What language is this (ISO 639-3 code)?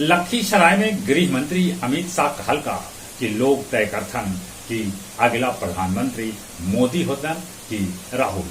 mag